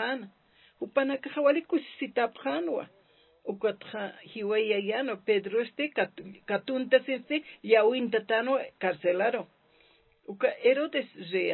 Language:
Aymara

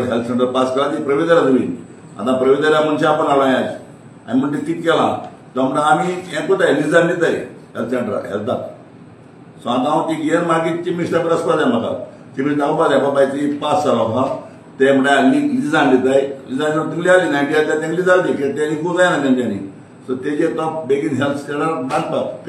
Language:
Konkani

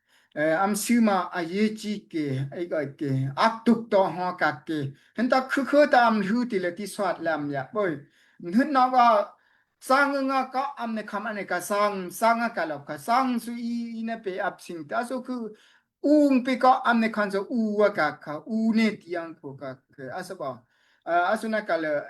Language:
Daai Chin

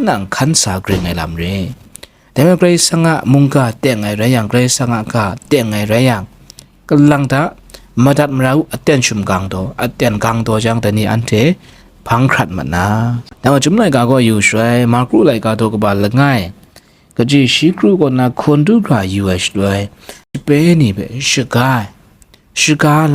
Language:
Kachin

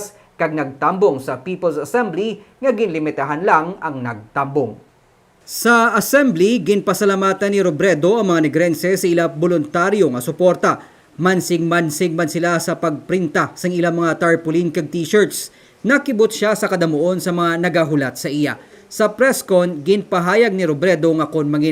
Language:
Hiligaynon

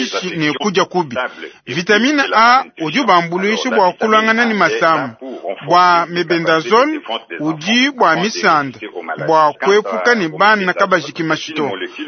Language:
Luba-Lulua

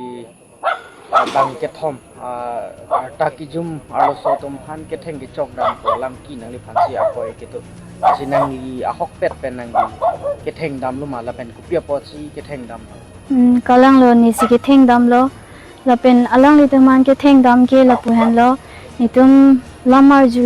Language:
Karbi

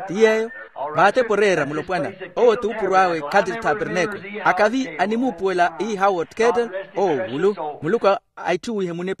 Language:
Makhuwa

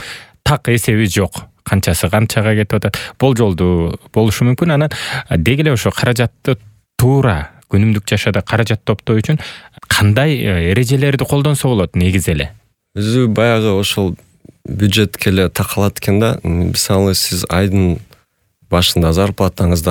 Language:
Kyrgyz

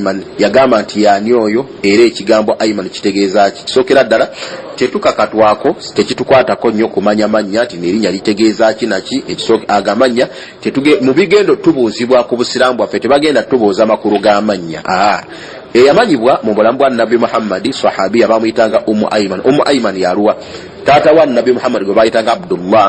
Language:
Ganda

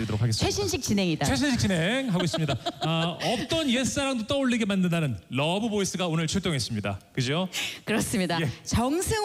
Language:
Korean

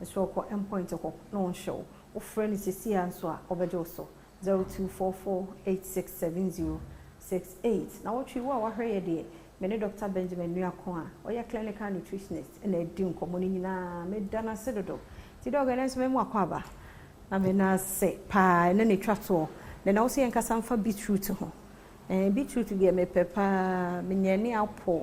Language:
Akan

